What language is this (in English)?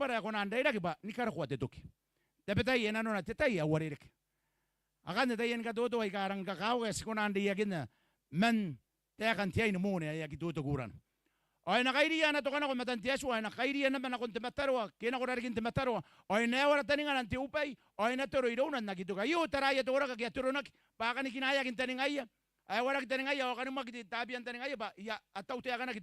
Gilbertese